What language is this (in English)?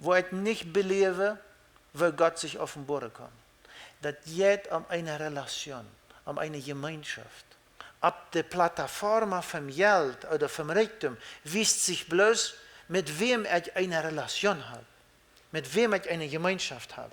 Plautdietsch